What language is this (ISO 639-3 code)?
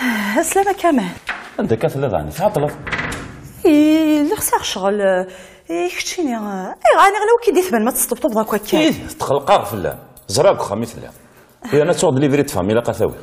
kab